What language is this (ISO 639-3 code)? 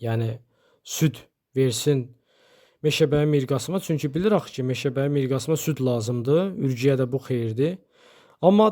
aze